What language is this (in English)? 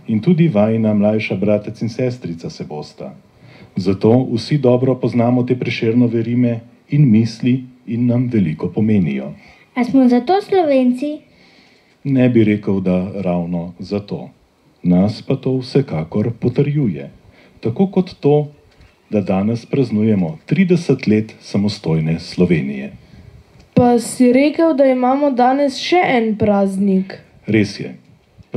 Slovenian